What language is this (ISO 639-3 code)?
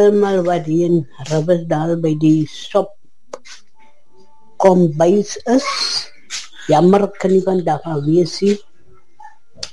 afr